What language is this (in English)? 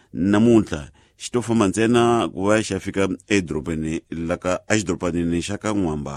Tsonga